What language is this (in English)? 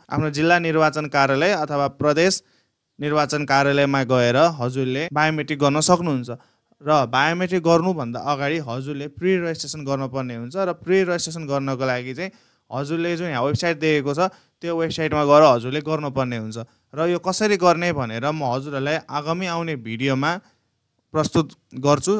Nepali